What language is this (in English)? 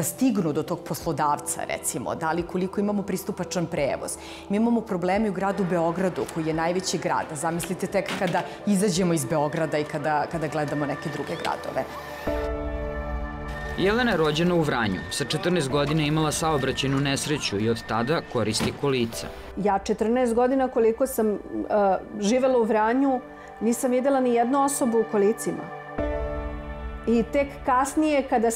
Serbian